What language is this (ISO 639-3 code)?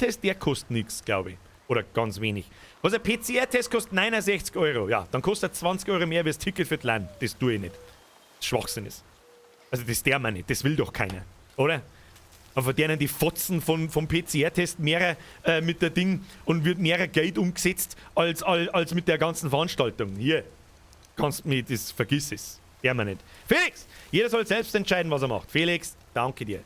bar